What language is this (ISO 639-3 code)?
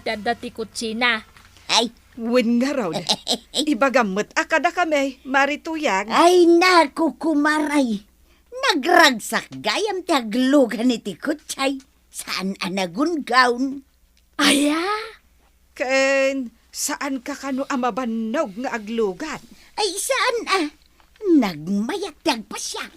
ilo